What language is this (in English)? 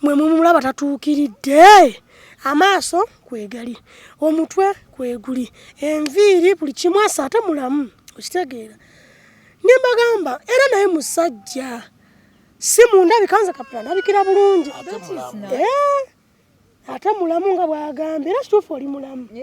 Ganda